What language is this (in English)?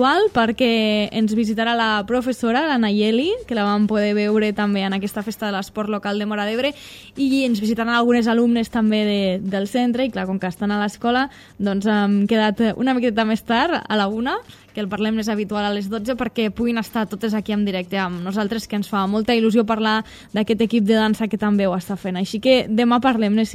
Catalan